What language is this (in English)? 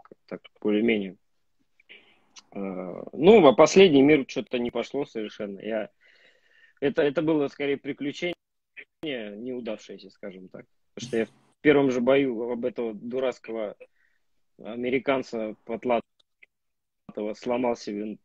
Russian